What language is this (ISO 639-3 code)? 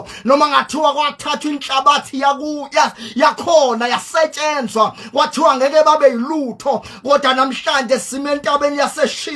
zul